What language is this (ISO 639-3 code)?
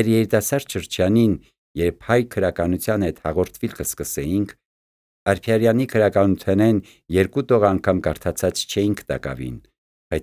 hye